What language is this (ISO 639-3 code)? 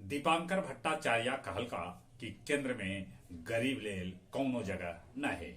mag